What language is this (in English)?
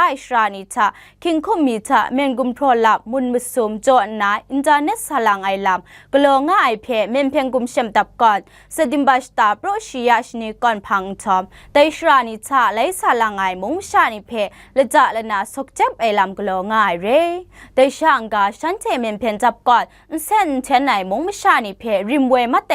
Kachin